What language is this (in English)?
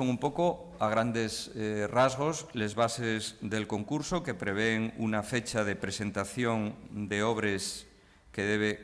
Asturian